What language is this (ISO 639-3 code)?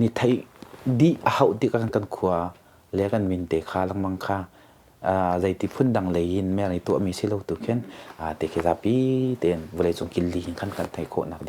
cnh